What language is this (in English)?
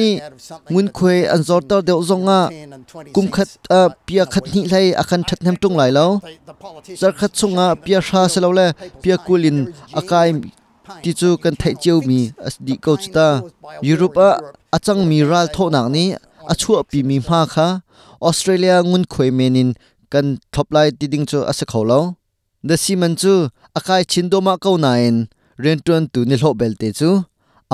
Hakha Chin